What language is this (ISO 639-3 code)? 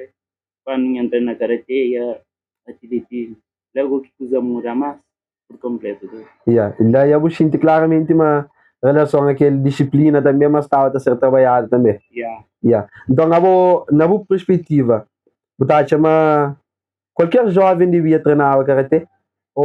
kea